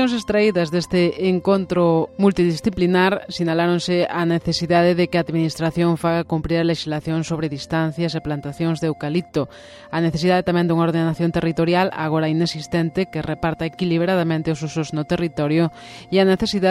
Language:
Galician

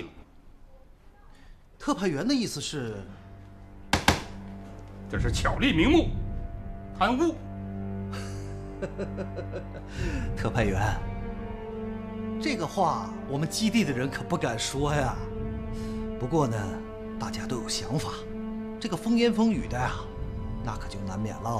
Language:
Chinese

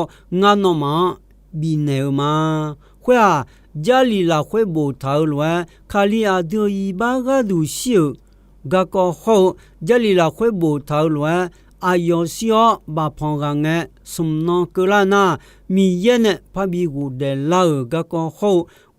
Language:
Akha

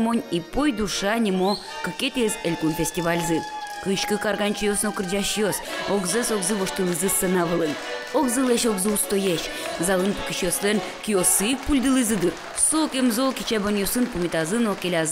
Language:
Udmurt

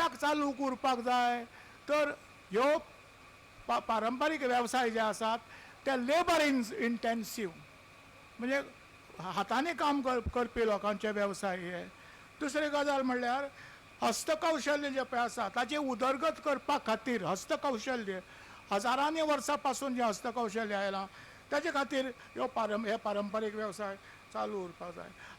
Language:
Konkani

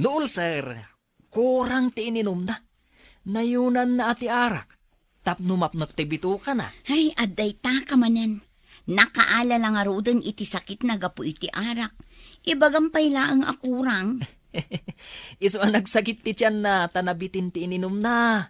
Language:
Iloko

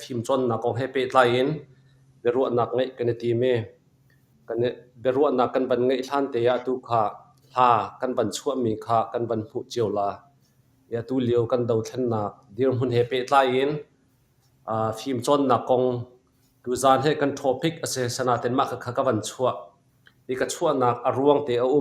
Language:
Hakha Chin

